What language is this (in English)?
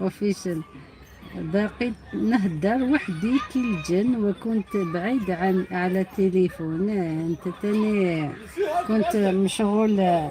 Algerian Arabic